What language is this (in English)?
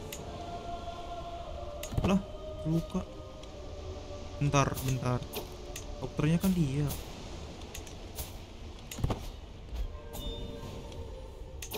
Indonesian